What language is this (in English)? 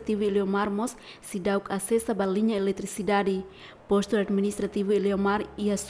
Tetum